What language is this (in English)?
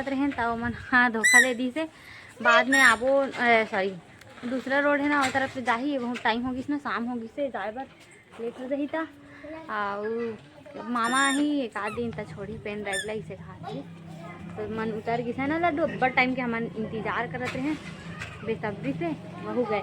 Chhattisgarhi